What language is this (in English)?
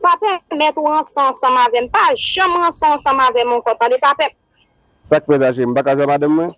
Haitian Creole